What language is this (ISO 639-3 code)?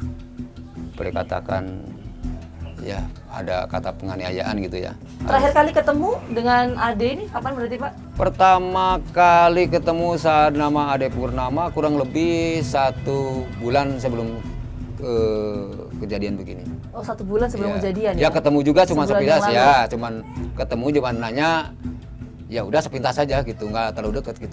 ind